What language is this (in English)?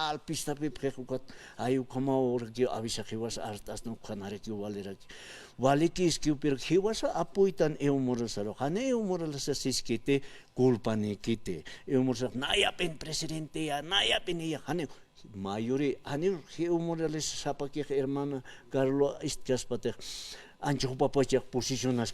Aymara